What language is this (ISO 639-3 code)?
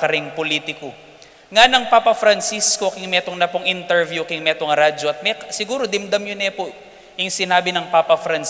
pam